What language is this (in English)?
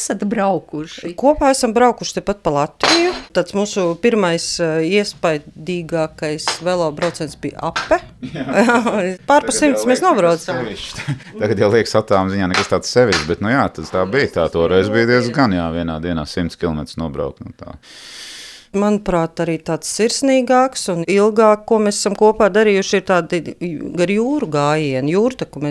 Latvian